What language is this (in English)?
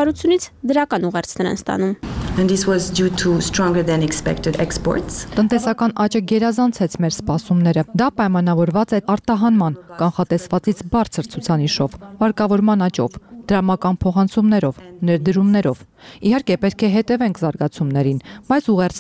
Armenian